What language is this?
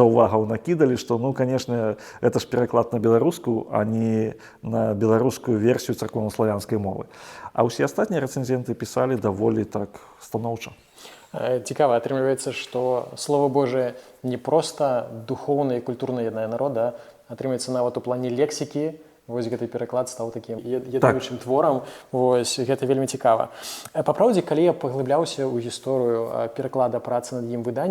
Belarusian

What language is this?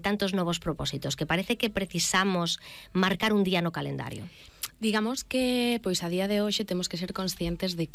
Galician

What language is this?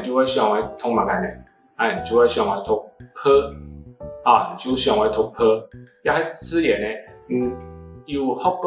Hakka Chinese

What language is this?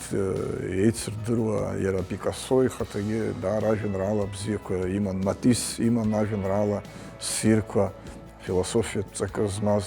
Abkhazian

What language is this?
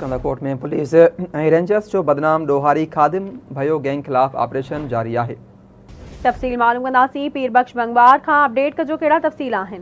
Sindhi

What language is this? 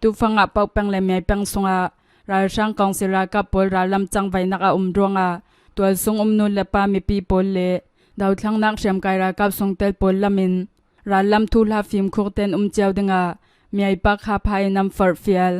Hakha Chin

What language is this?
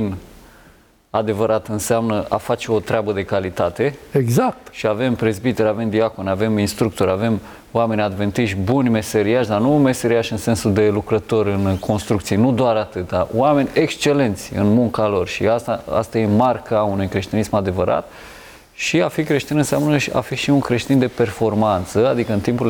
Romanian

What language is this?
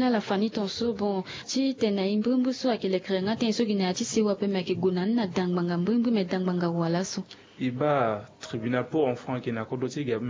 Sango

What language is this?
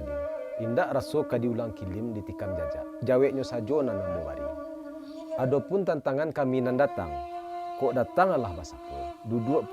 Minangkabau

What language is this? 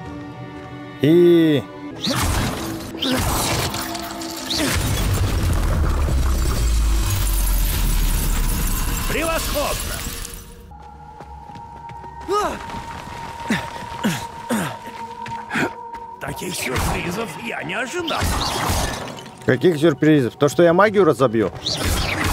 Russian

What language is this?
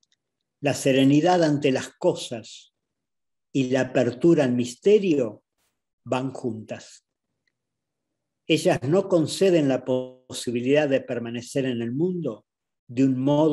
Spanish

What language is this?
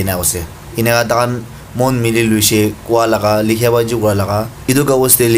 Naga Pidgin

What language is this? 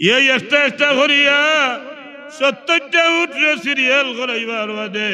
Sylheti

